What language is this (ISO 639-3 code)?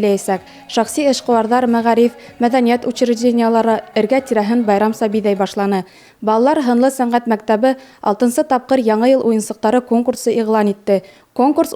bak